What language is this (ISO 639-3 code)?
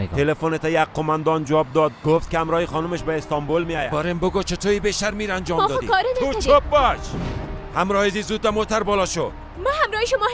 fas